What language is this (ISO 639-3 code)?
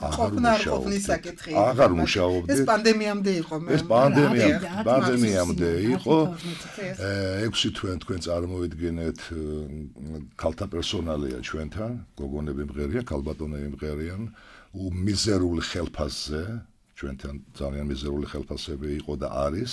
kat